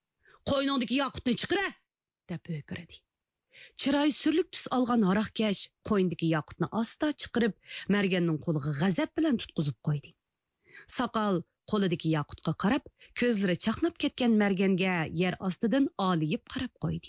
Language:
Uyghur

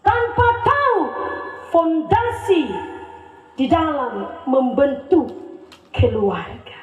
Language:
Nias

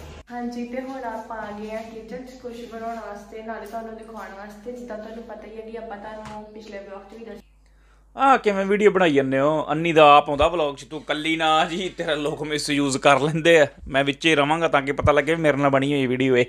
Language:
Punjabi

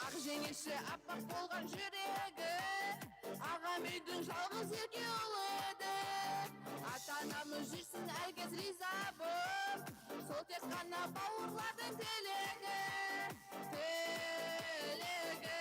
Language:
Kara-Kalpak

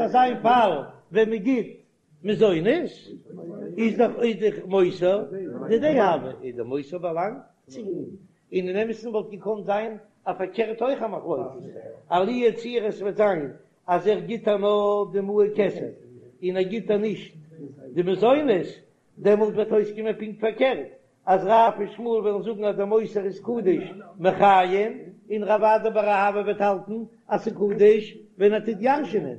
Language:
Yiddish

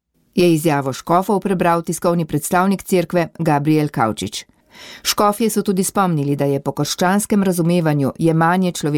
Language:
Slovenian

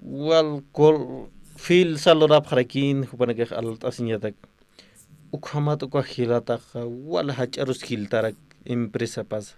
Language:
Aymara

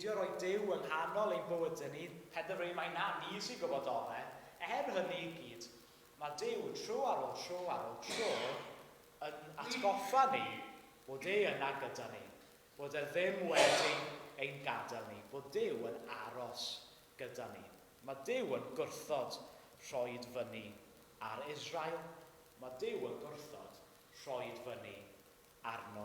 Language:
Welsh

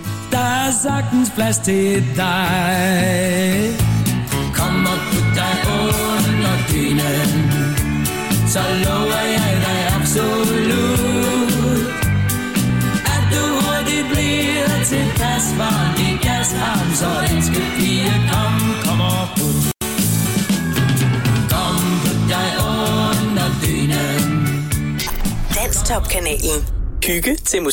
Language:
Danish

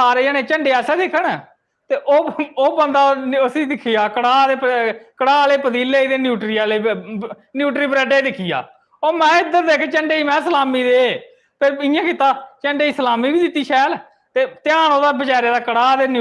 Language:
Dogri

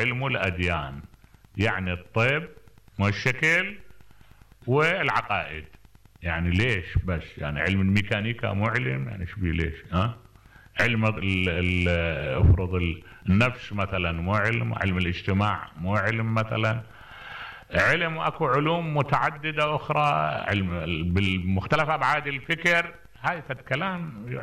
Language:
Mesopotamian Arabic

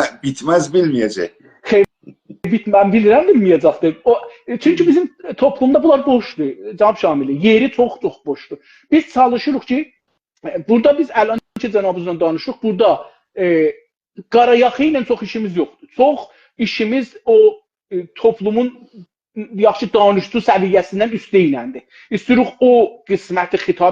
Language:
South Azerbaijani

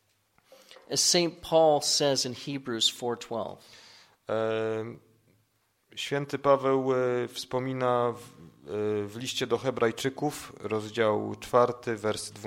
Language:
Polish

